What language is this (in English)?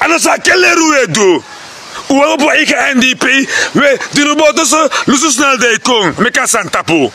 Sranan Tongo